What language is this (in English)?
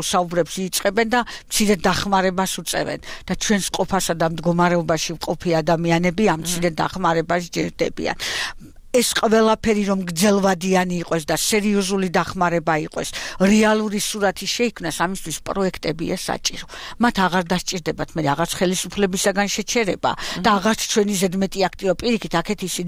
Georgian